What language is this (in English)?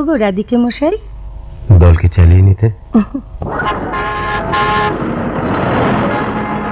Bangla